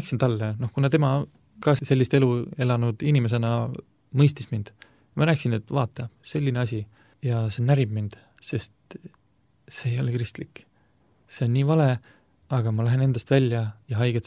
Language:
Estonian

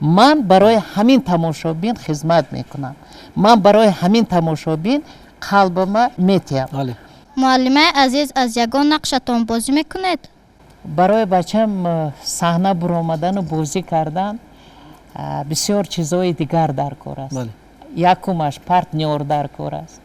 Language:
Tajik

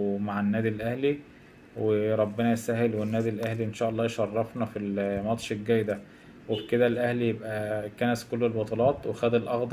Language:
Egyptian Arabic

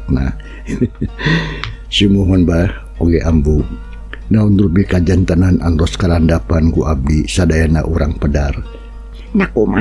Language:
Sundanese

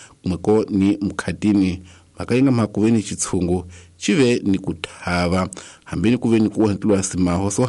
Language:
Tsonga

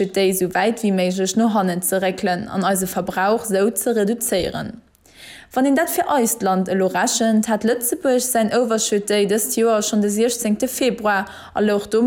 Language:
Luxembourgish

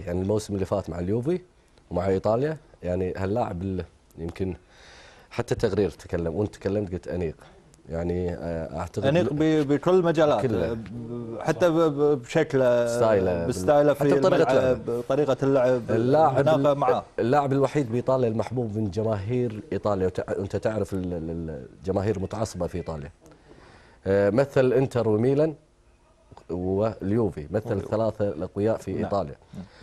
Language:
Gulf Arabic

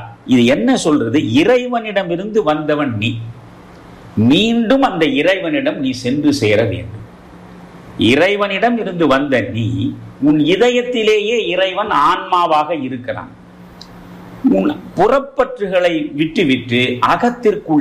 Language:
Tamil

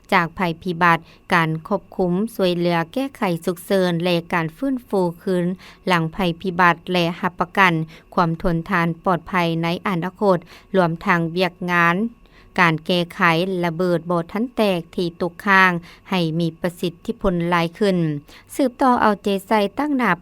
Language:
Lao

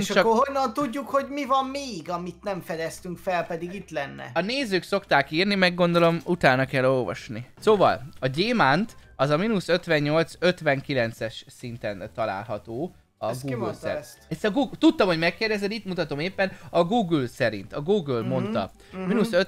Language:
Hungarian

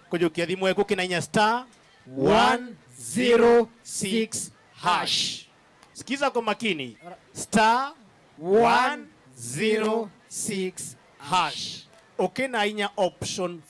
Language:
Meru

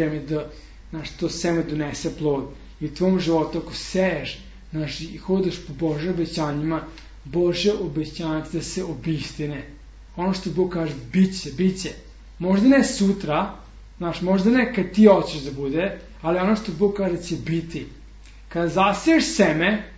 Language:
Serbian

